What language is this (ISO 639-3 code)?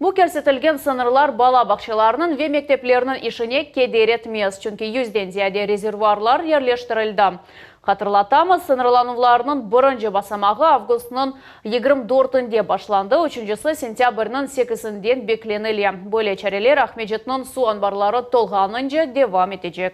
crh